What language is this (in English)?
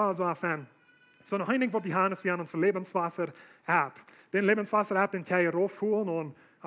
Plautdietsch